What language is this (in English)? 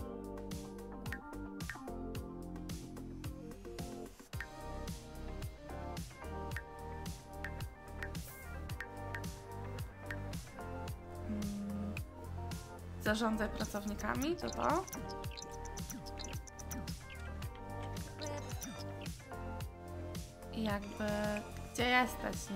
Polish